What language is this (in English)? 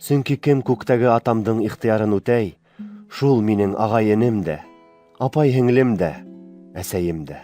Bashkir